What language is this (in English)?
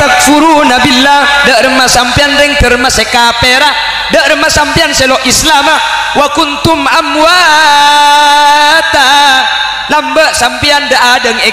Madurese